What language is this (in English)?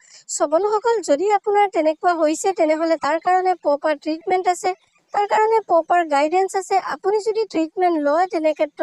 Assamese